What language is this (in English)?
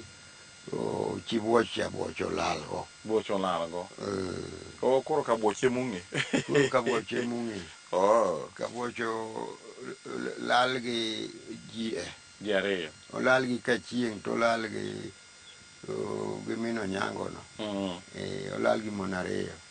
Luo (Kenya and Tanzania)